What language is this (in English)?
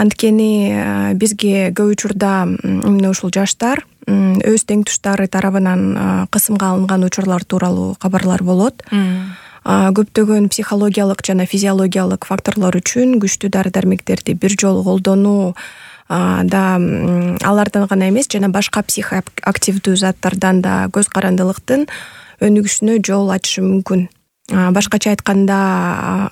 Kyrgyz